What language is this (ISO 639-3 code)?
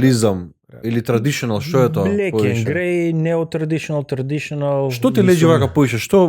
mkd